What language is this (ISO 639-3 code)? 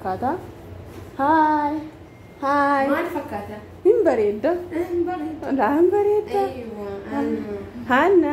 orm